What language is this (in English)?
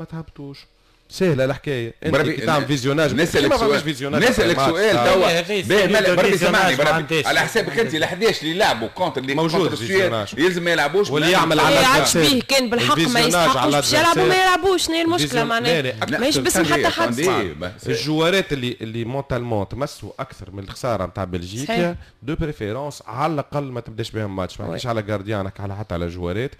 Tunisian Arabic